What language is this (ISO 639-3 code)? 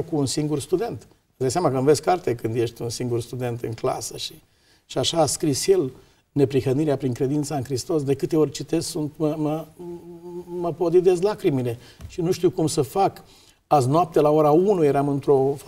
ron